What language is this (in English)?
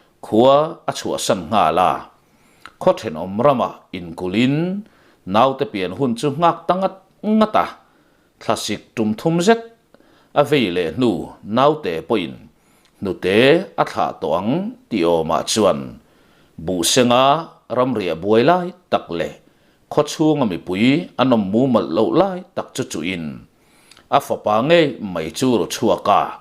Mizo